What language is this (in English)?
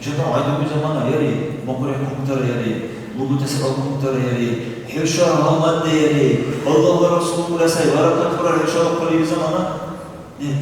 Dargwa